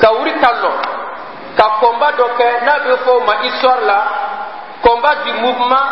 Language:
Bambara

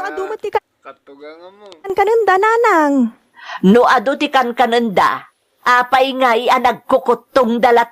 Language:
Iloko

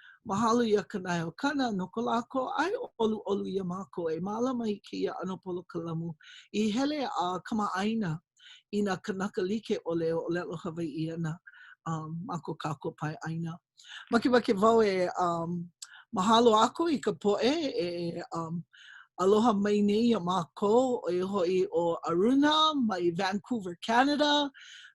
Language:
Hawaiian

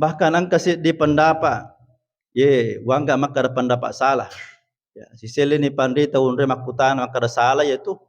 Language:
Buginese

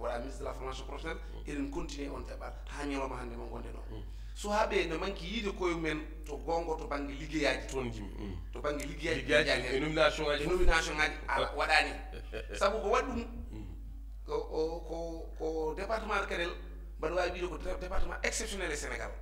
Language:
Fula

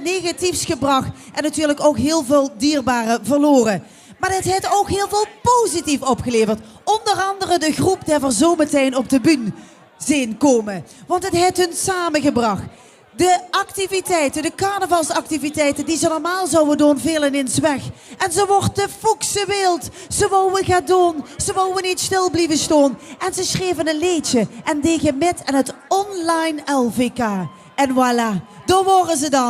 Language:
Limburgish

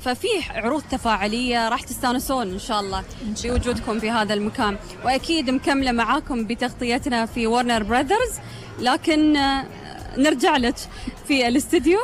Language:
Gulf Arabic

